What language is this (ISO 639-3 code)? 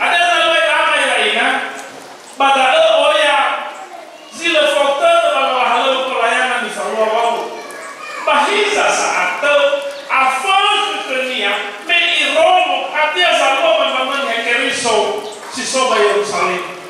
nia